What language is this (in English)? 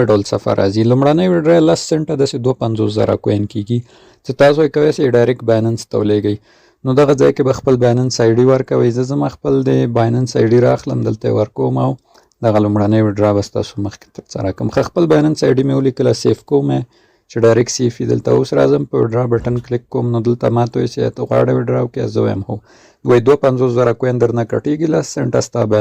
Pashto